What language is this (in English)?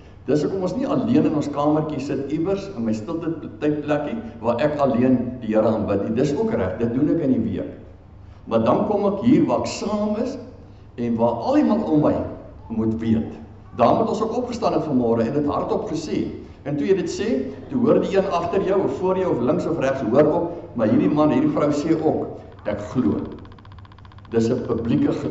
Afrikaans